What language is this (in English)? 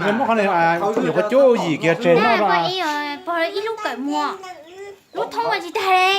Hmong